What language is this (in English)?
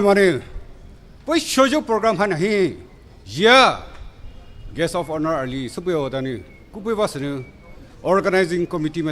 Poumei Naga